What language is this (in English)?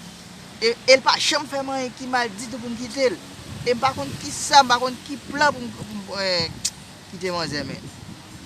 Haitian Creole